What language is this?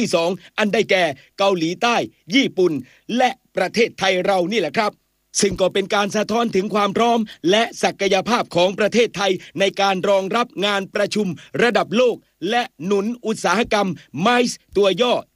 Thai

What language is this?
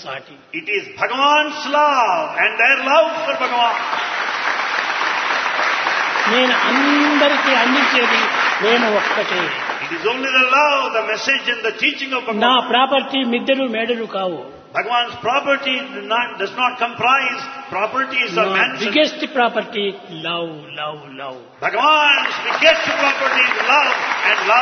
Telugu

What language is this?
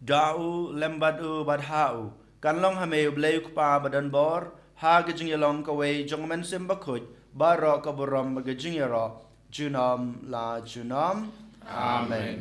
Khasi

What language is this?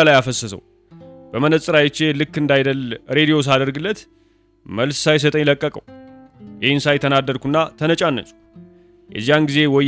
Amharic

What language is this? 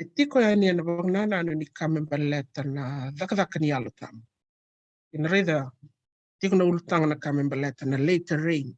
Fijian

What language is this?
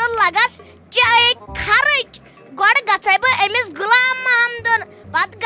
Kashmiri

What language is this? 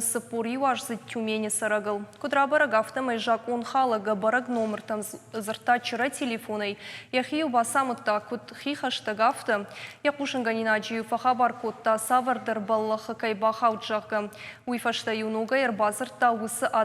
Ossetic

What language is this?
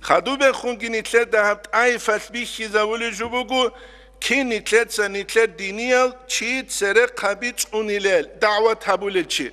Avaric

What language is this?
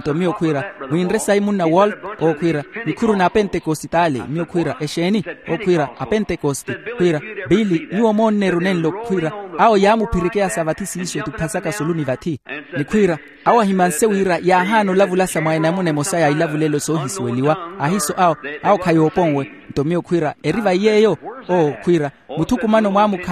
Makhuwa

